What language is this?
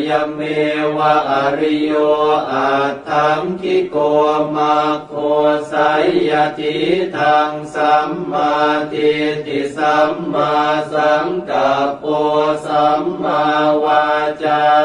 Pali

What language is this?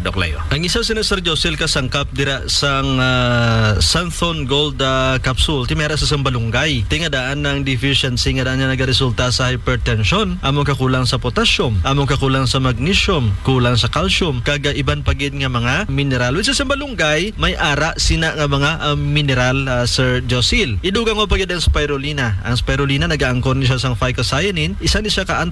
Hiligaynon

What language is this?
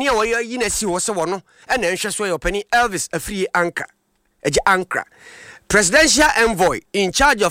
Akan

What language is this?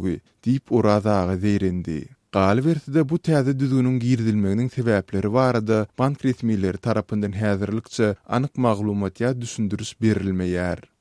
Turkmen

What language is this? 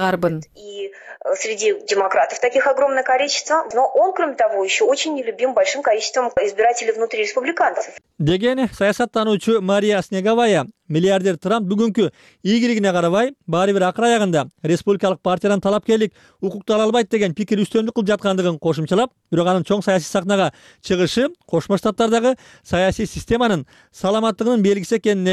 Kyrgyz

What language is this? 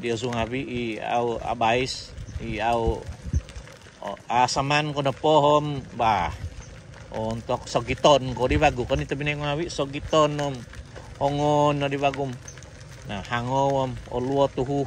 Central Dusun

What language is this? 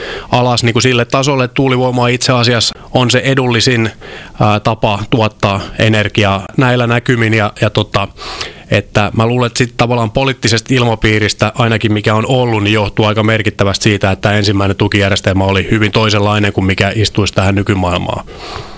Finnish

